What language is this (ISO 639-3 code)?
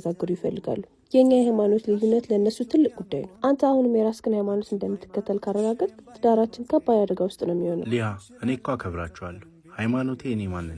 amh